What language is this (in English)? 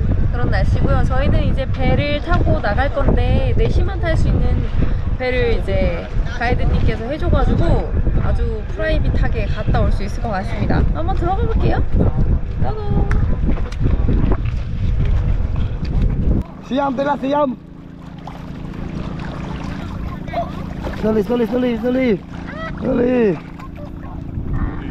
Korean